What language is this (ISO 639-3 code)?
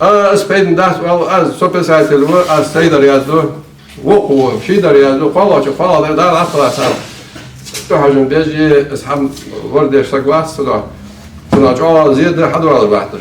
inh